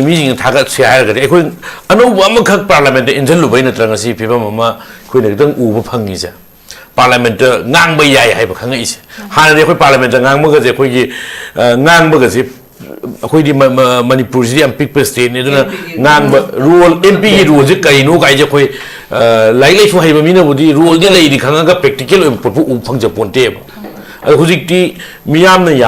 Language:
Manipuri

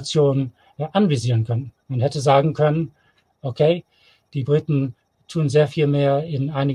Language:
German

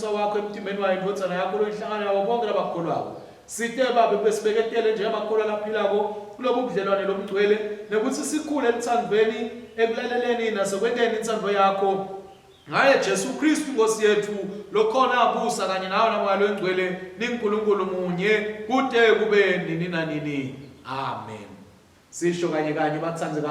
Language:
Swati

